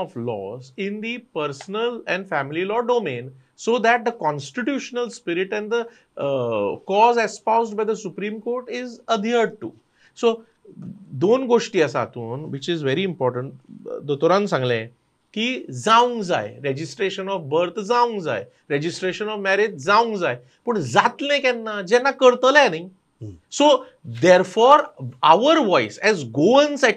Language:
Konkani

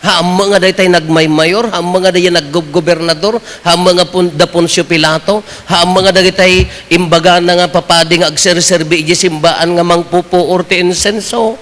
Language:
Iloko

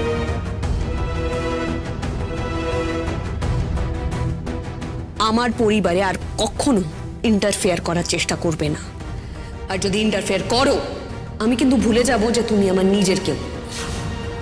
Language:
Bangla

